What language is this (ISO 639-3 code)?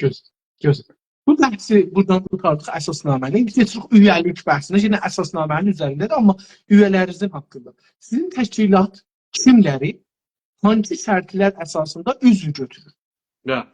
azb